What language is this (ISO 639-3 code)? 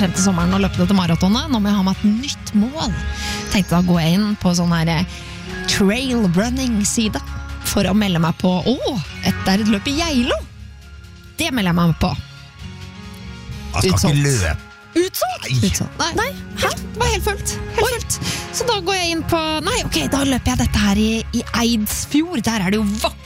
nor